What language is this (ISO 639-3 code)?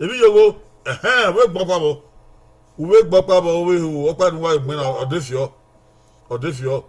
bin